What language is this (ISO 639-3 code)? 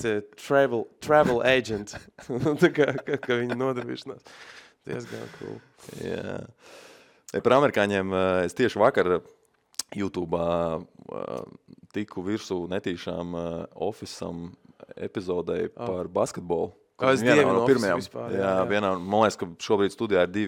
lav